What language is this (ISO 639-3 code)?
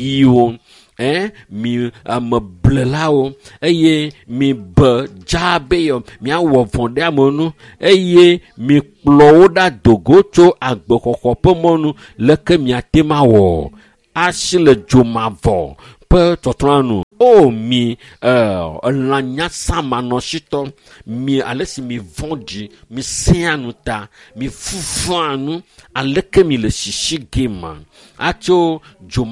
ewe